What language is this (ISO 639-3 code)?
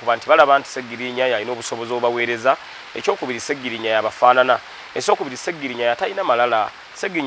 lug